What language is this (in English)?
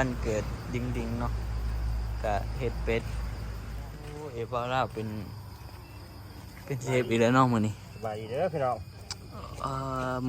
Northeastern Thai